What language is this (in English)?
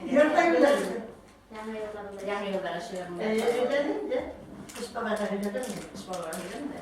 Bashkir